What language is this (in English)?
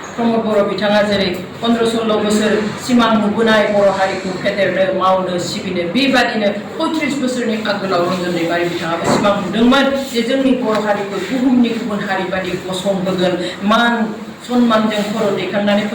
Bodo